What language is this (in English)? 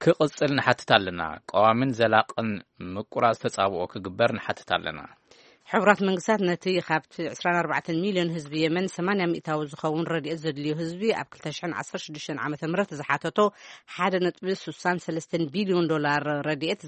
Tigrinya